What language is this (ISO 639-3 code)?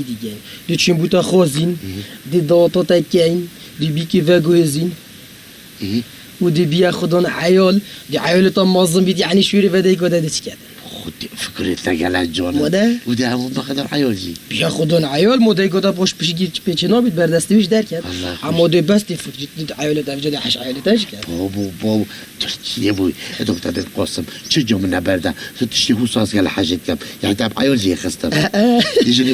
kur